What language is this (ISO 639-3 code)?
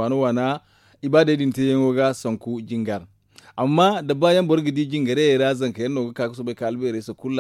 dje